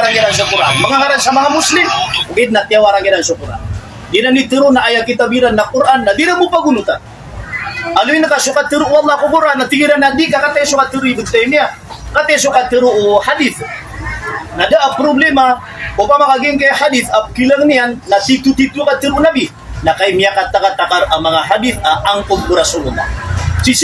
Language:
Maranao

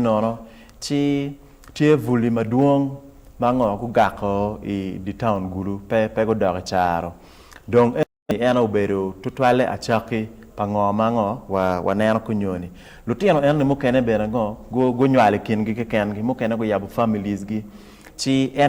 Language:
Acoli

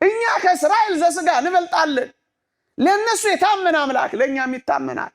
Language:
Amharic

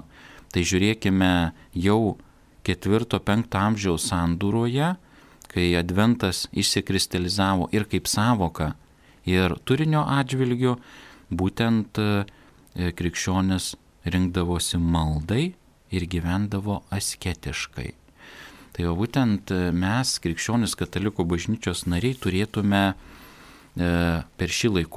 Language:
Lithuanian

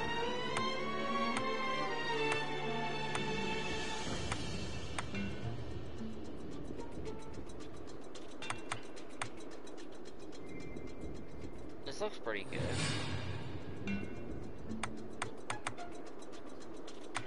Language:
English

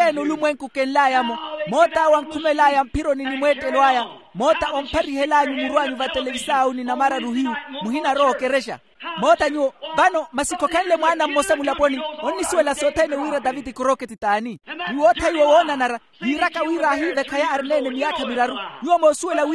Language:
Makhuwa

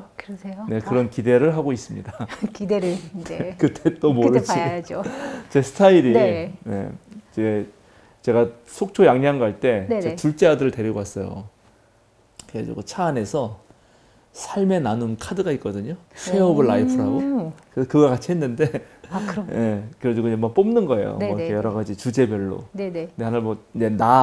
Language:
Korean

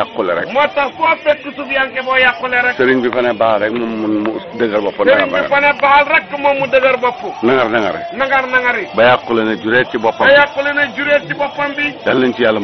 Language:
Wolof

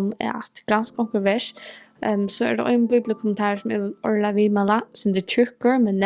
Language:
Faroese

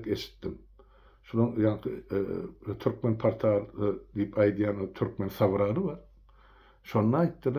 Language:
Turkmen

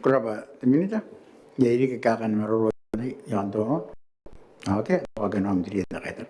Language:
Gilbertese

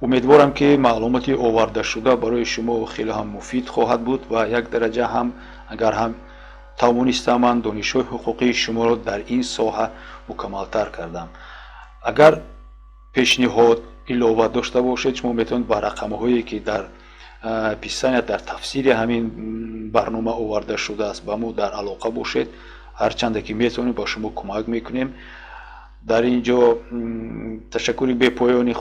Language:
Tajik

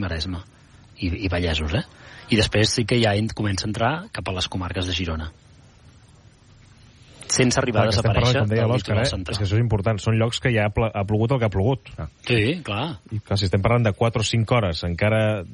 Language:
Catalan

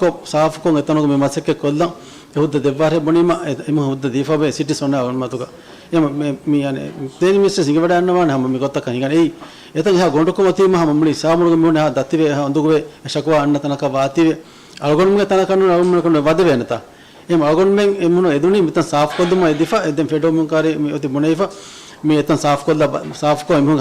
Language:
Divehi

